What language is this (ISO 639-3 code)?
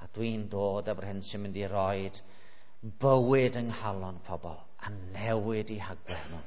cym